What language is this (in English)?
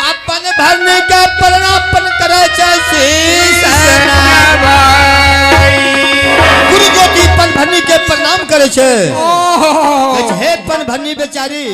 Maithili